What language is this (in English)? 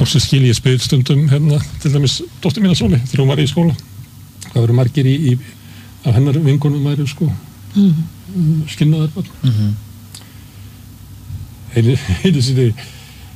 Icelandic